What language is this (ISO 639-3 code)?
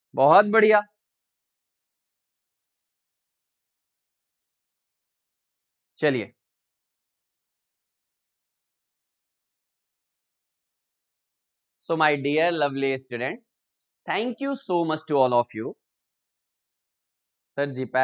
hin